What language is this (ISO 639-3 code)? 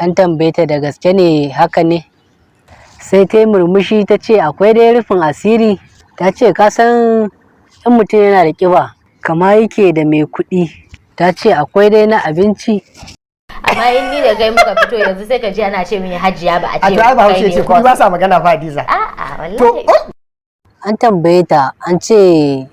hau